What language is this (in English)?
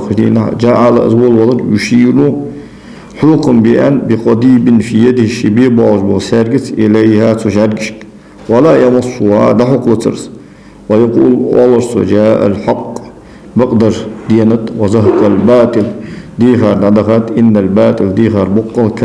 Ingush